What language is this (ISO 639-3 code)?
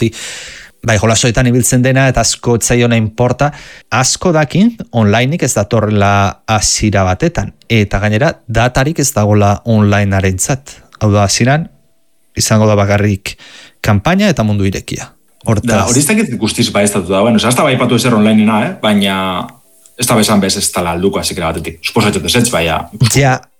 eus